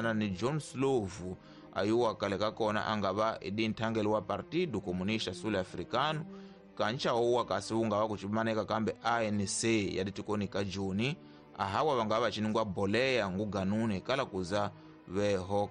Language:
Tsonga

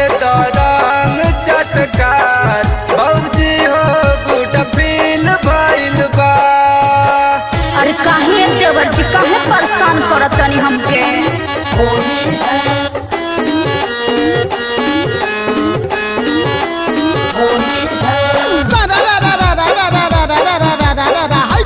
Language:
Bhojpuri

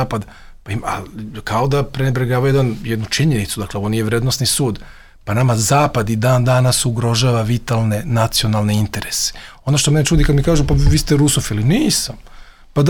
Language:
Serbian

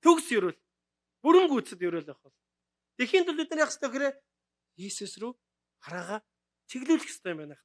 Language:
Mongolian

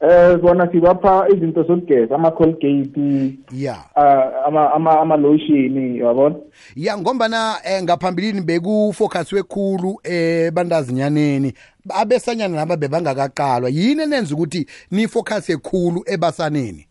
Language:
South Ndebele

